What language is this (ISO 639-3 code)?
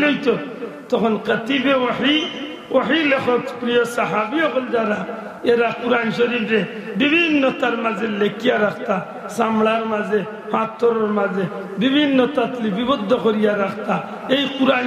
syl